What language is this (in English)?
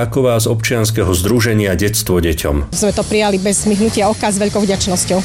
Slovak